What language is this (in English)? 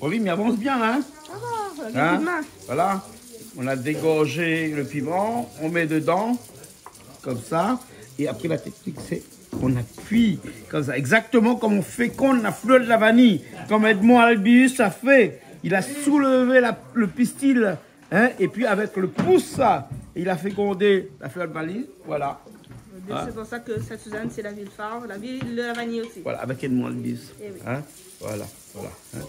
Réunion Creole French